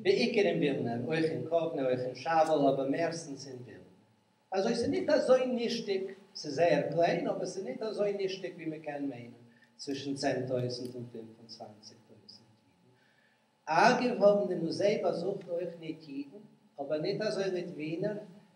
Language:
Yiddish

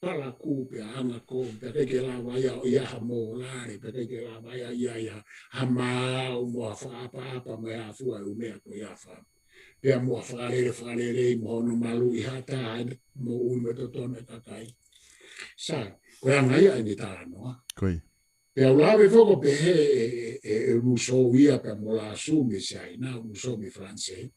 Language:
Tongan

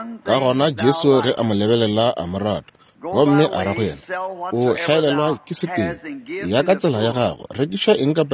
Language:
Northern Sotho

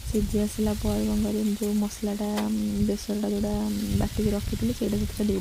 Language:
Odia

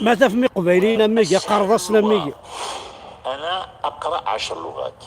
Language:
Kabyle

